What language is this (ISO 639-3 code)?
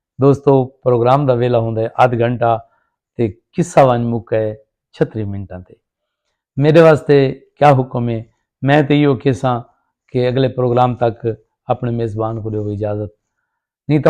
skr